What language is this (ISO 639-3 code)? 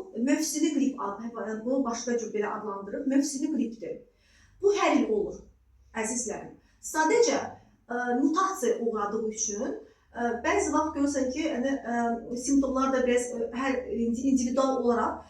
aze